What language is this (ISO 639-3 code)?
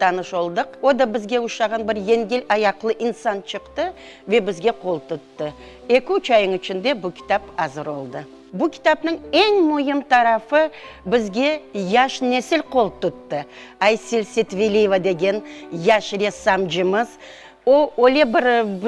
crh